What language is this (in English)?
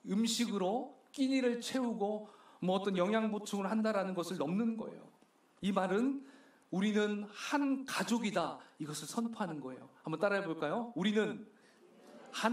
Korean